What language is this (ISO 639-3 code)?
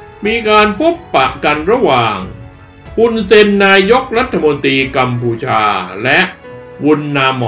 tha